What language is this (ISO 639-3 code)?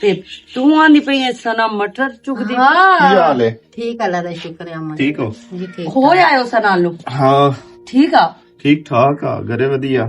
lah